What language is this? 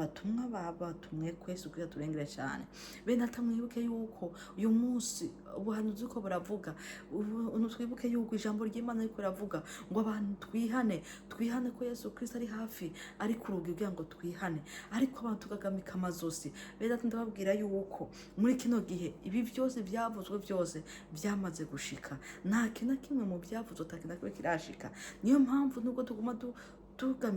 Rundi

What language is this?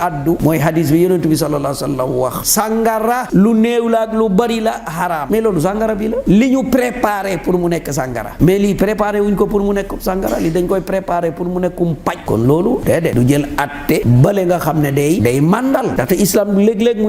Wolof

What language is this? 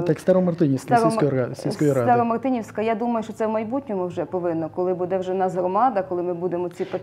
Ukrainian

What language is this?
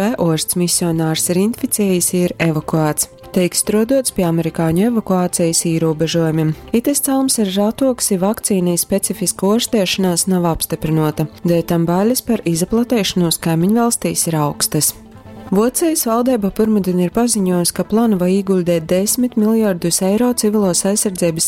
Latgalian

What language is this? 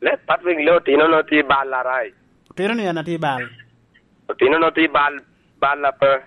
Lango (Uganda)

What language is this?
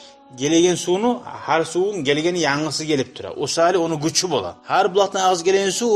Kumyk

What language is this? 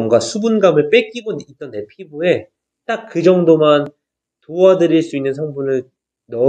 Korean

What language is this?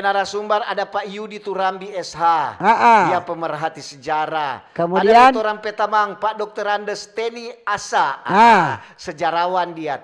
Manado Malay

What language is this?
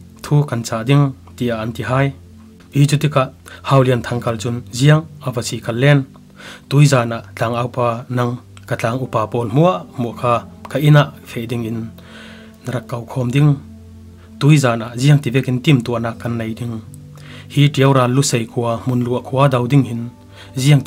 Falam Chin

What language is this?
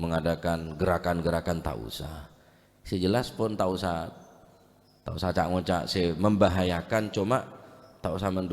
Madurese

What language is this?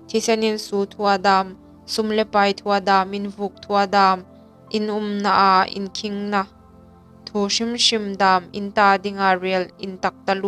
Hmar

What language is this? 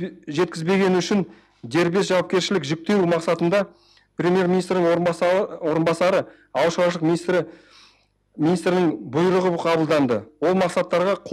Kazakh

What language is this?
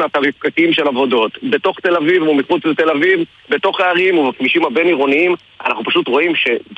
Hebrew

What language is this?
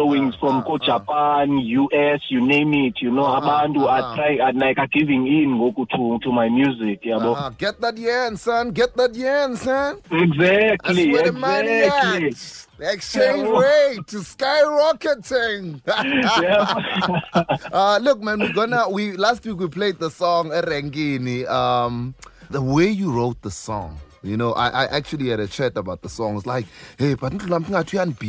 Xhosa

